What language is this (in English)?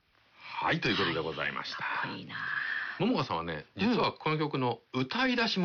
Japanese